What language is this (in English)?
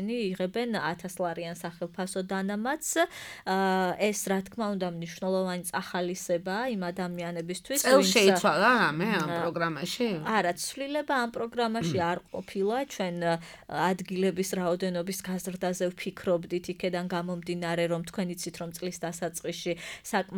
Georgian